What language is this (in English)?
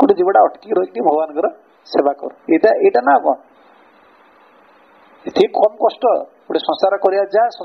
Odia